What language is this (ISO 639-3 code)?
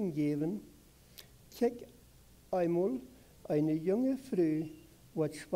pdt